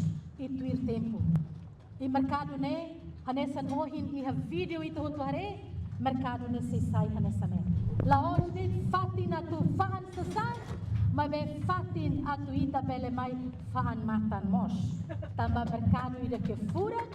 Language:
Tetum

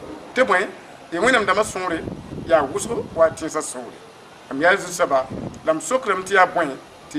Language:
Mossi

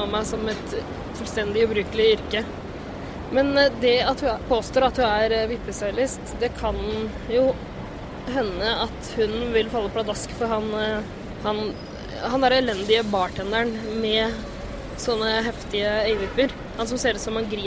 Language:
Norwegian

